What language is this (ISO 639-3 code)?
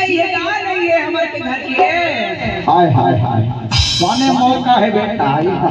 hne